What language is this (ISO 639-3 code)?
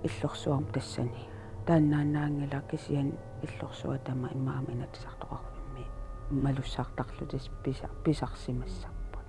kal